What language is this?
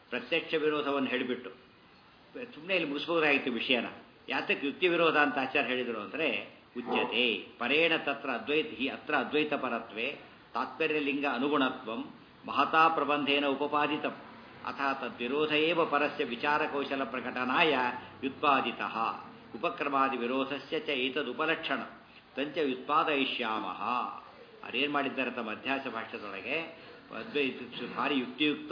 Kannada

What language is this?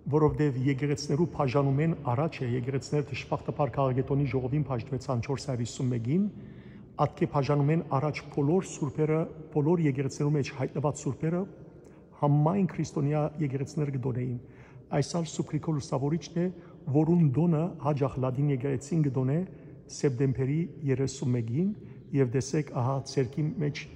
Western Armenian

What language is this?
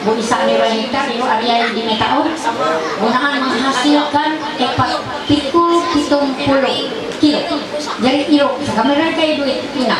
Ma'anyan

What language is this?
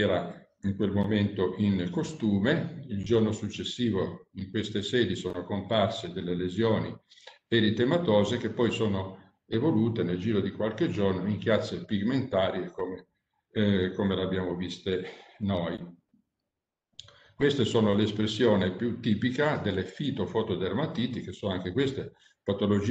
Italian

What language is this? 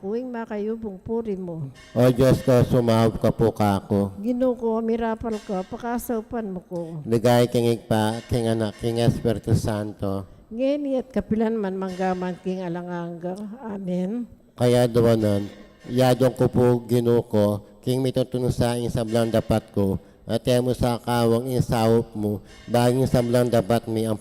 Pampanga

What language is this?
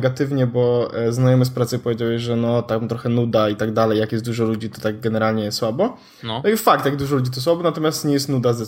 Polish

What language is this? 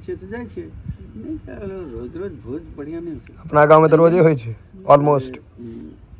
Maithili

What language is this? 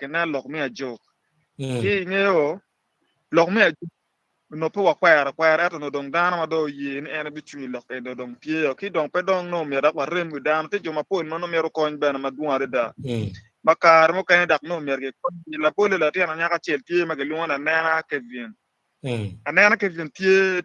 Acoli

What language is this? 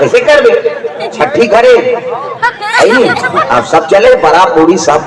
Chhattisgarhi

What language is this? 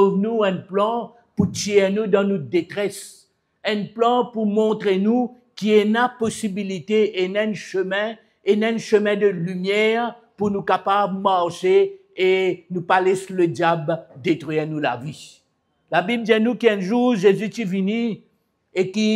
Morisyen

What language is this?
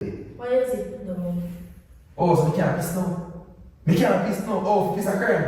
Jamaican Creole English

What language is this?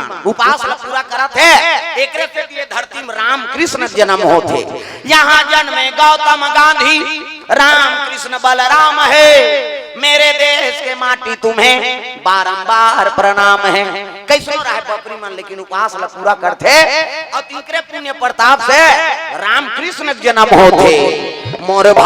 Chhattisgarhi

